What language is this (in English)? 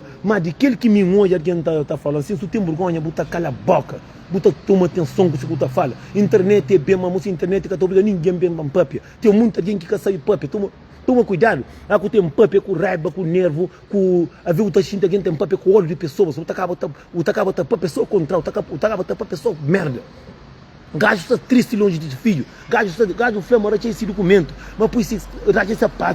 Kabuverdianu